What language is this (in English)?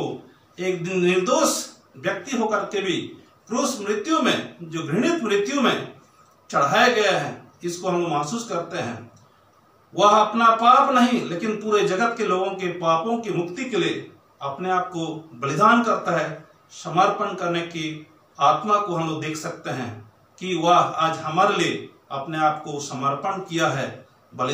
Hindi